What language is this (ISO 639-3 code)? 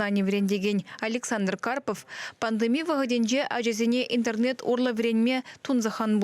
chv